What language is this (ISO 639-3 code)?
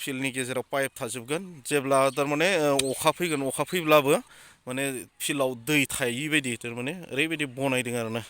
brx